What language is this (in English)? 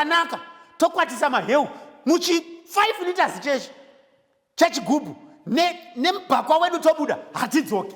Shona